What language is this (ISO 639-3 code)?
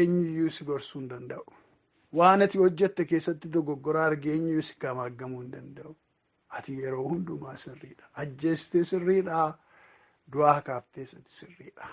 orm